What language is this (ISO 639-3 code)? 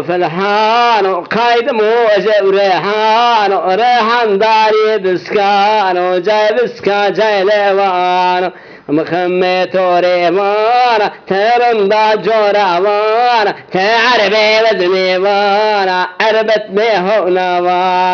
zza